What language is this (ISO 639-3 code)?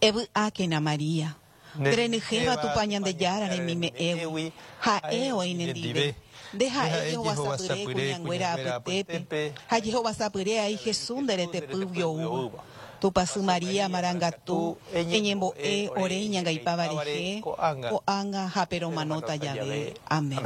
grn